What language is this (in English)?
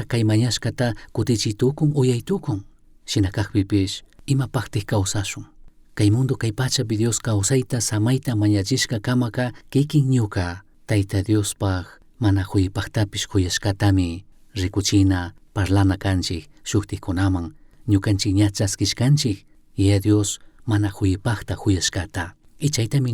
Chimborazo Highland Quichua